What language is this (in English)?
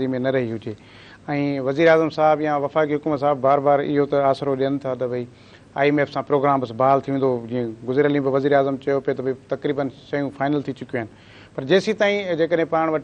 Sindhi